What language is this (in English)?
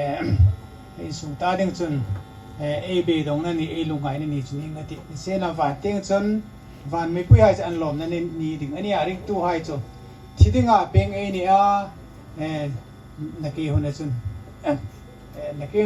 Hmar